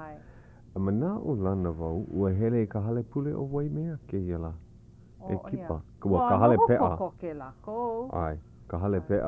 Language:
Hawaiian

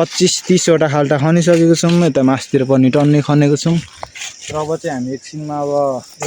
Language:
Nepali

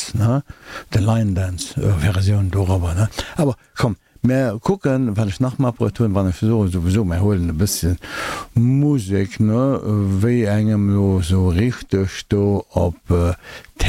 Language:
Luxembourgish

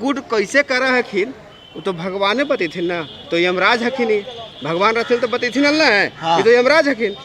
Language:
Magahi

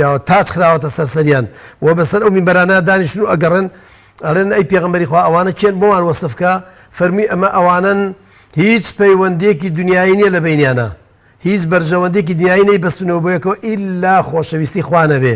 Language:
Central Kurdish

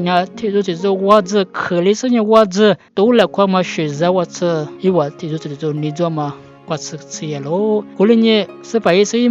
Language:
Lisu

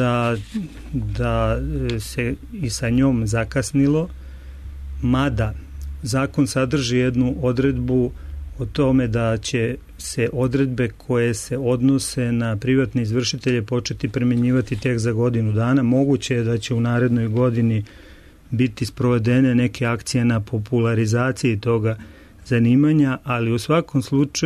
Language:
Serbian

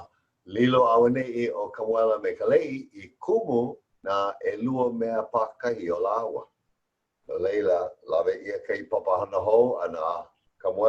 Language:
Hawaiian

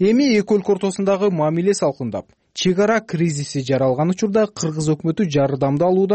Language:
Kyrgyz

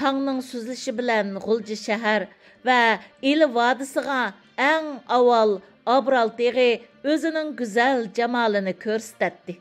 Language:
Uyghur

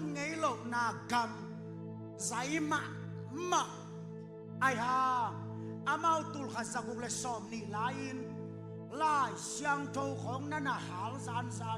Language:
Tedim Chin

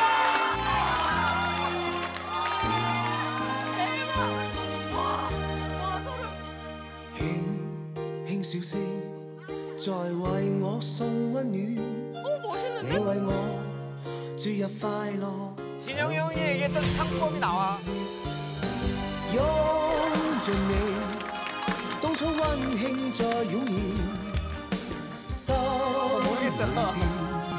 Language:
Korean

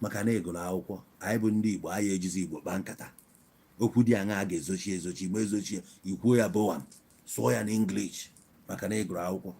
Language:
Igbo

